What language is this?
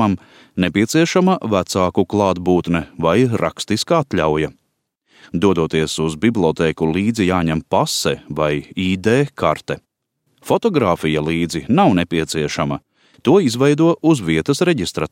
Latvian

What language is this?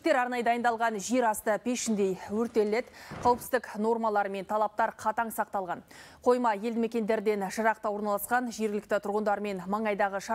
Kazakh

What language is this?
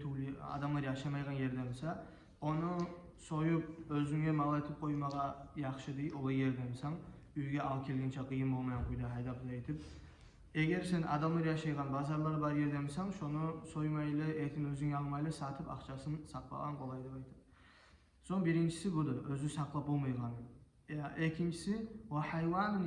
Kumyk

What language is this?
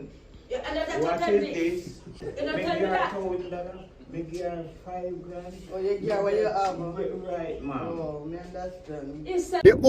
Jamaican Creole English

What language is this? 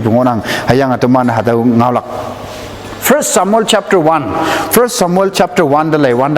Konyak Naga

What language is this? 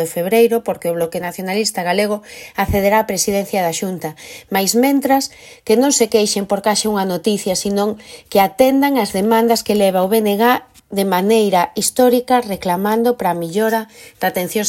Galician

